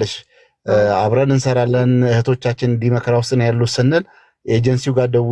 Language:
Amharic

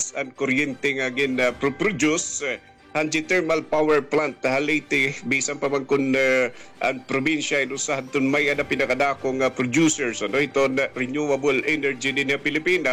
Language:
Waray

